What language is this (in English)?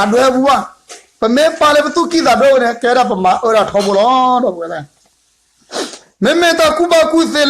S'gaw Karen